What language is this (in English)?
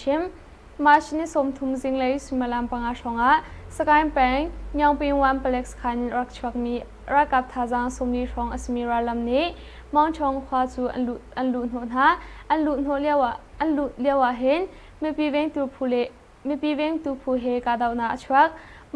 Hakha Chin